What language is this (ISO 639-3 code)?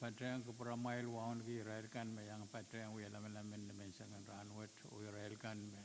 pon